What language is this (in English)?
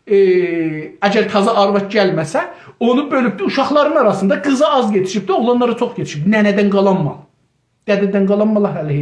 South Azerbaijani